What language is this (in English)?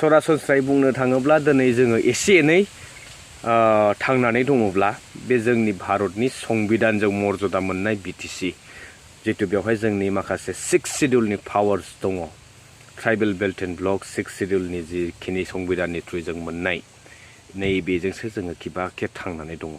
Bodo